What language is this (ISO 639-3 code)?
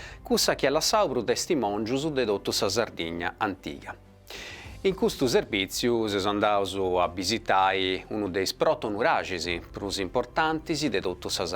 srd